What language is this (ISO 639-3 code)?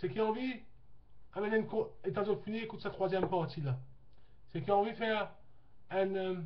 mfe